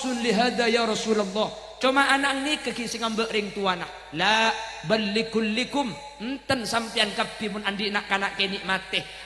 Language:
Madurese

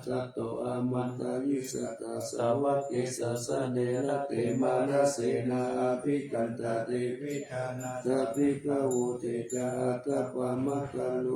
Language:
Pali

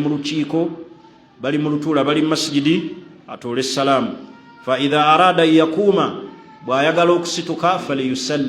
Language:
Ganda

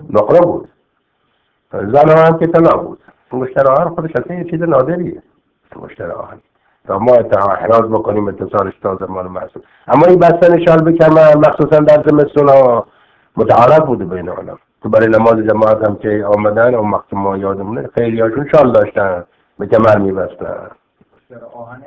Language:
Persian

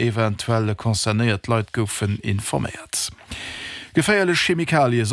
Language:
Luxembourgish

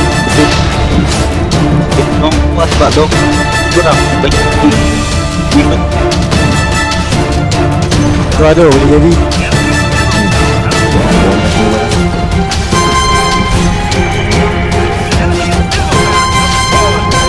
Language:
Malay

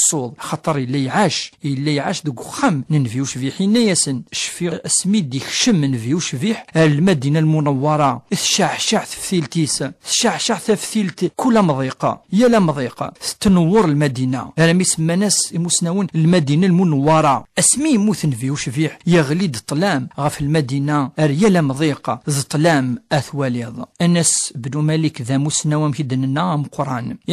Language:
Kabyle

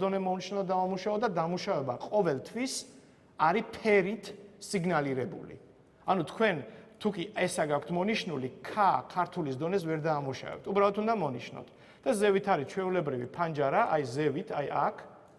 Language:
Georgian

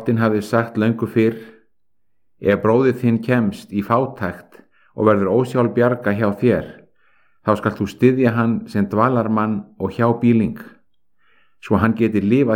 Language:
Icelandic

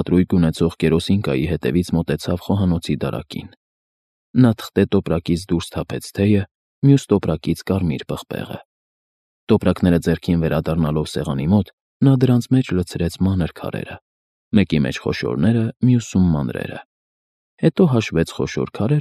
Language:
Armenian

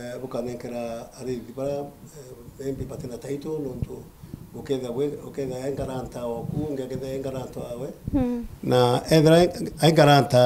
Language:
Meru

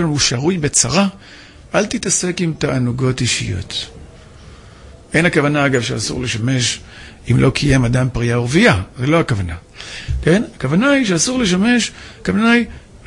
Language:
Hebrew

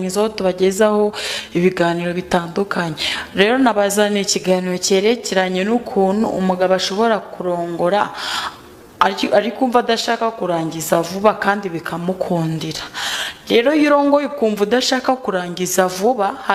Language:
Kinyarwanda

